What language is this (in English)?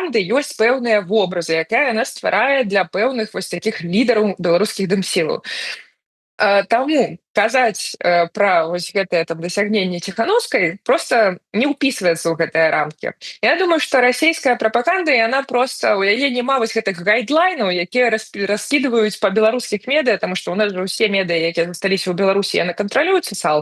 Belarusian